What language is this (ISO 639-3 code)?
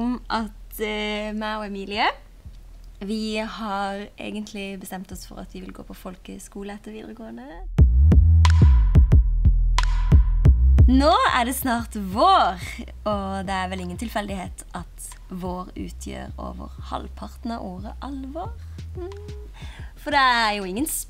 nor